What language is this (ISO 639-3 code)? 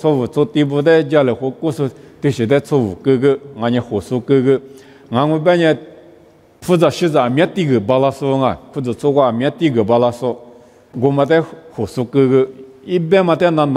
lis